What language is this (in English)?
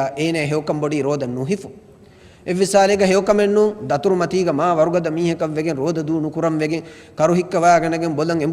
Divehi